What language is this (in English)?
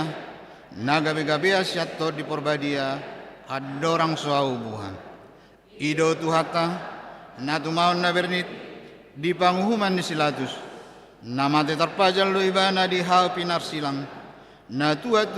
Batak Toba